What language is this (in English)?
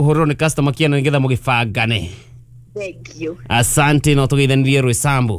Kikuyu